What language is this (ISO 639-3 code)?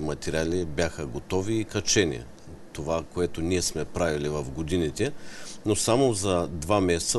bul